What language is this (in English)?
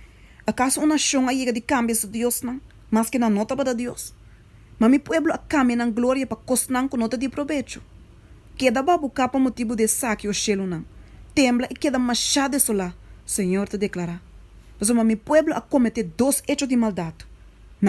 Papiamento